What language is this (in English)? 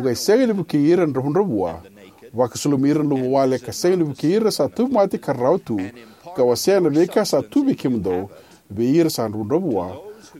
Fijian